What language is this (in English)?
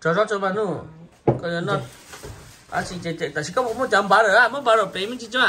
Hmong